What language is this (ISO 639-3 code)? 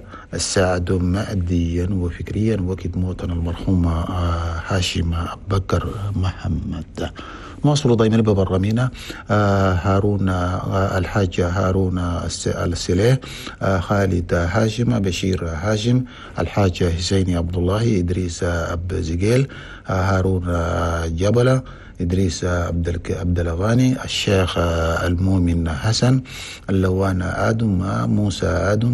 shu